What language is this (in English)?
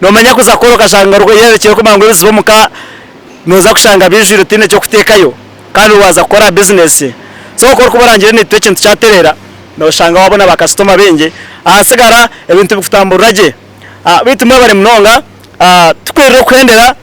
Nyankole